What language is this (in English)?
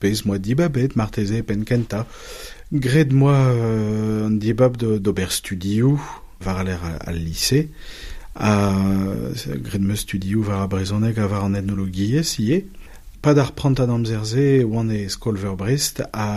Breton